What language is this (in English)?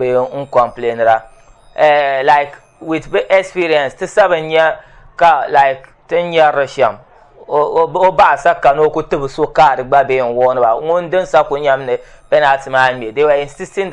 Dagbani